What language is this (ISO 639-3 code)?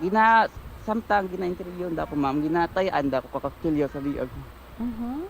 hil